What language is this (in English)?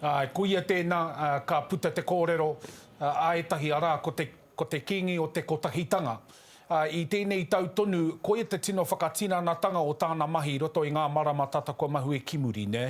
Māori